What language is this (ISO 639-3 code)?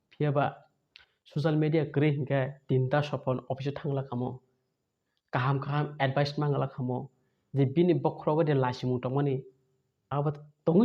trp